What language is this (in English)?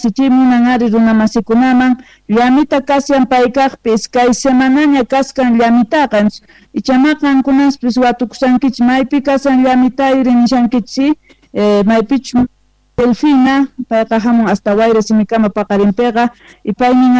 Quechua